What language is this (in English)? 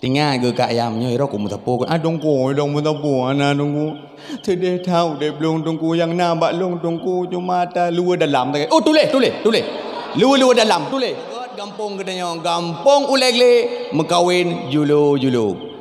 Achinese